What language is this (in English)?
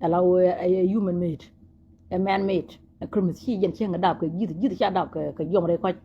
Nuer